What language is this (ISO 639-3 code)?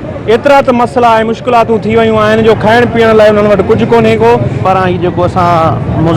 snd